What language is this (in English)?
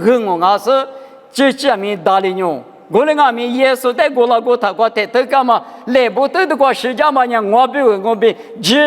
Lisu